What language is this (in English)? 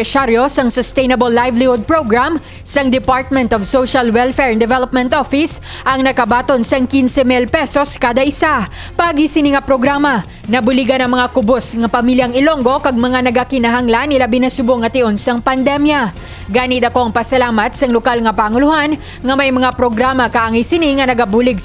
Hiligaynon